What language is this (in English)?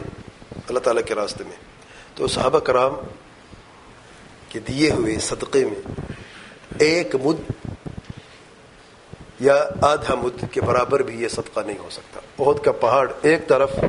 Urdu